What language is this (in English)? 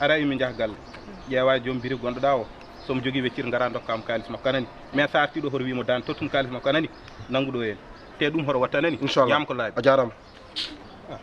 Fula